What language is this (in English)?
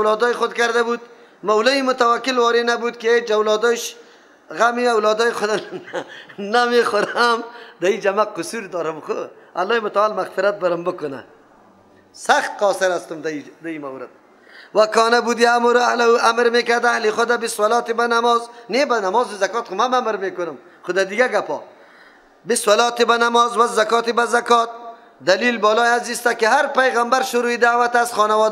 Persian